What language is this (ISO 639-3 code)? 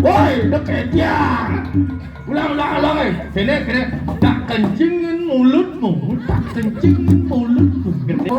ban